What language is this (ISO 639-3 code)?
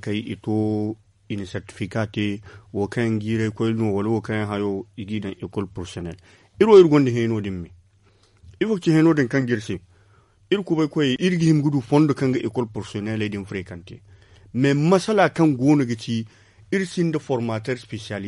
dje